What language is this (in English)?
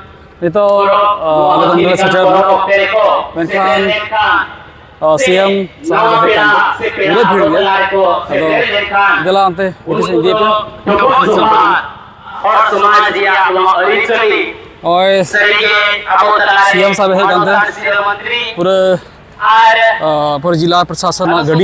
Santali